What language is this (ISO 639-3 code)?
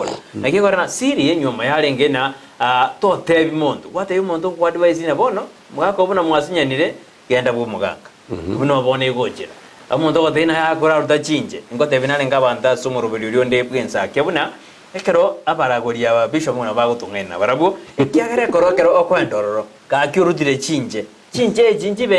guz